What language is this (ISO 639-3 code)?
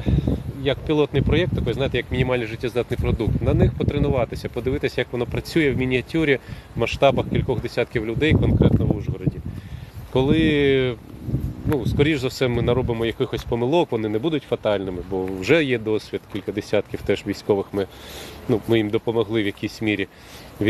ukr